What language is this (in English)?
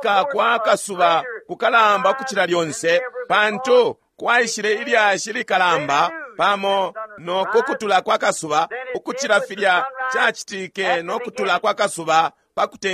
Bemba